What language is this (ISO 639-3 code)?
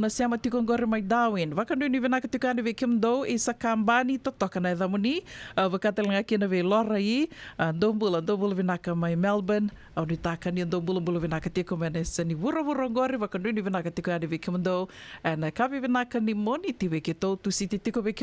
fij